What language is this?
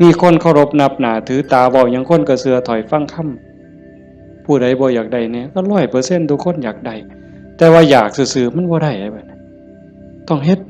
Northeastern Thai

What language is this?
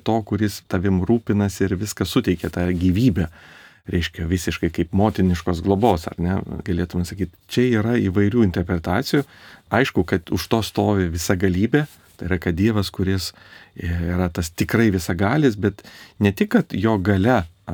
Lithuanian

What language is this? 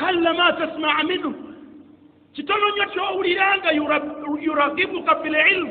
Ganda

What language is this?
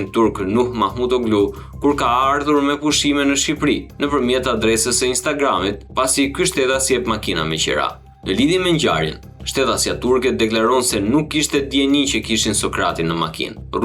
Albanian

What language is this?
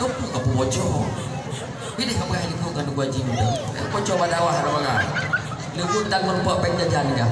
Achinese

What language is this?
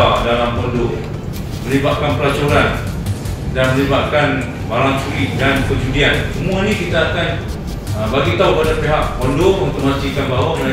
Malay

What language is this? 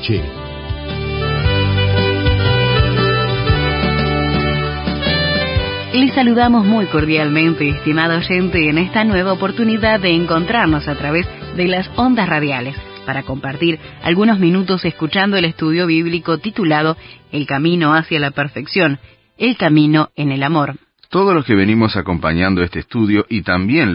Spanish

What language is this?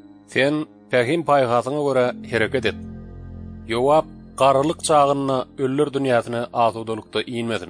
Turkmen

